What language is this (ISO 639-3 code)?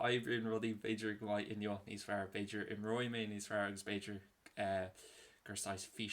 gle